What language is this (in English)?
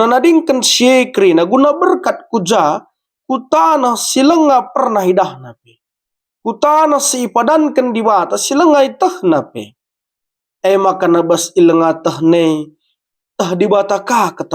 Batak Karo